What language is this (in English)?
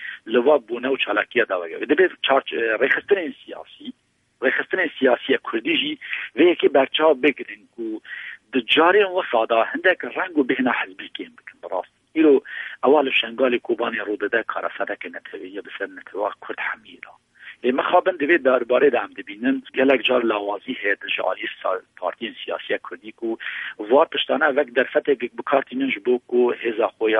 Kurdish